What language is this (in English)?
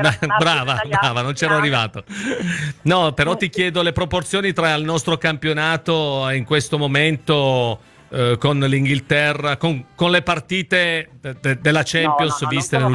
Italian